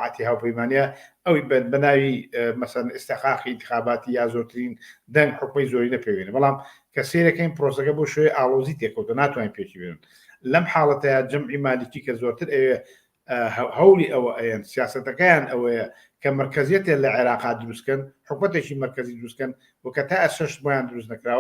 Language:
Central Kurdish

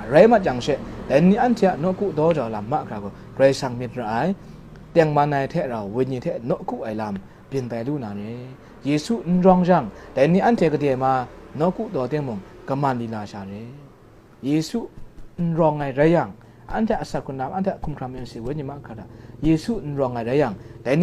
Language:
Kachin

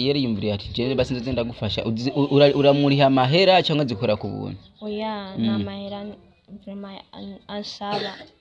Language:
Rundi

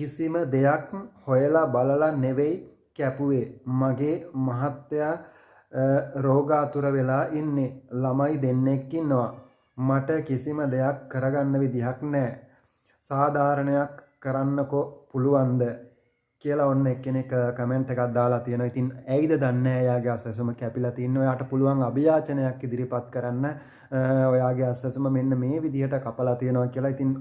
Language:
Sinhala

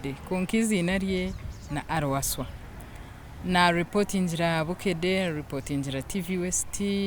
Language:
Nyankole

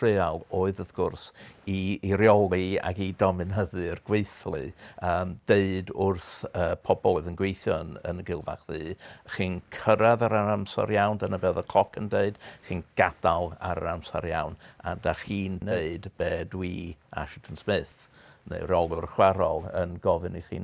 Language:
Welsh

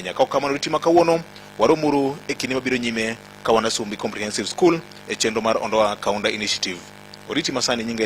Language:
Luo (Kenya and Tanzania)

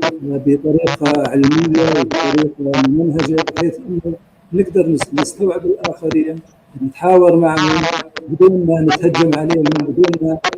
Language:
North Levantine Arabic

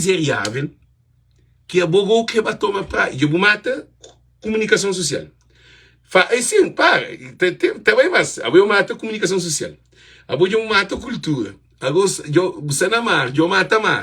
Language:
Kabuverdianu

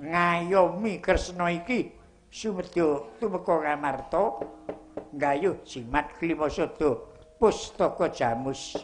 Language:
Javanese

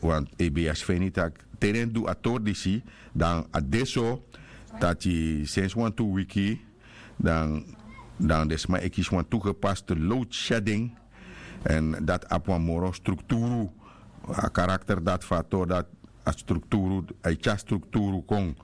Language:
Sranan Tongo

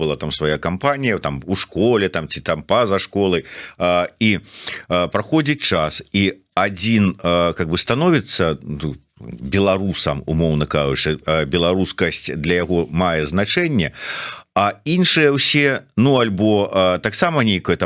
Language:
Belarusian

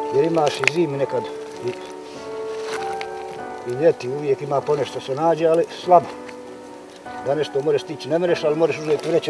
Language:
Bosnian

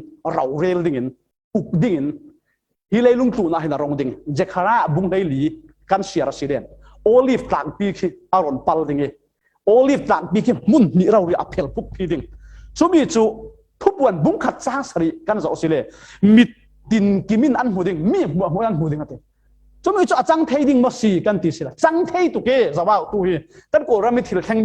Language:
Falam Chin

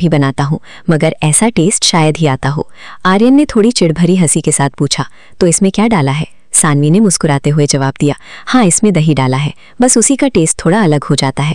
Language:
Hindi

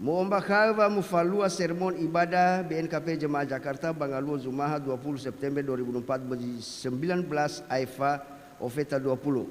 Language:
Nias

